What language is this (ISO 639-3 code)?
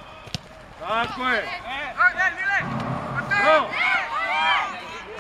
hrv